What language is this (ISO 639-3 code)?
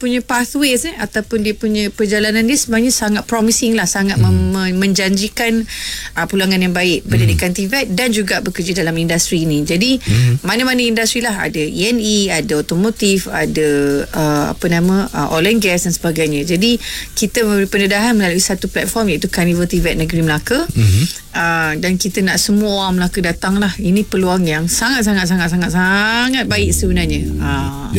msa